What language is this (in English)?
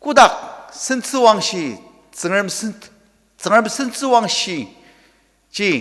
Ao Naga